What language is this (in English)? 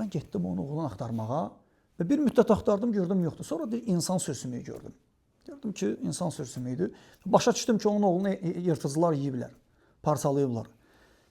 Azerbaijani